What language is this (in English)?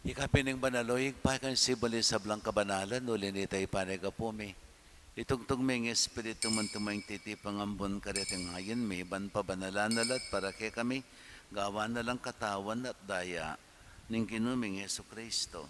Pampanga